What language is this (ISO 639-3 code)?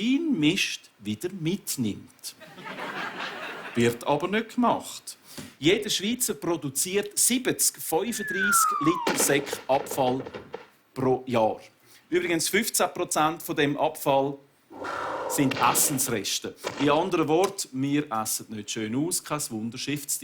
gsw